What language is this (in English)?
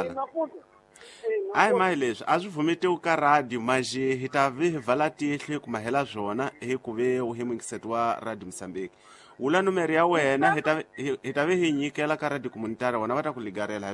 Tsonga